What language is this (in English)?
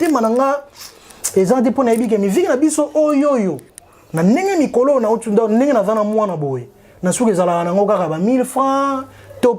Lingala